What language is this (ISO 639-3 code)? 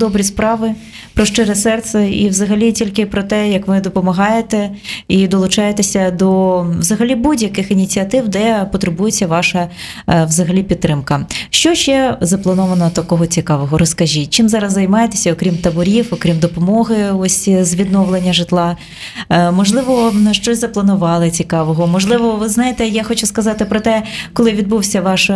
ukr